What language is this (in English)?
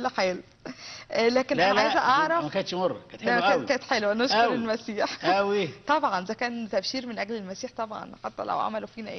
Egyptian Arabic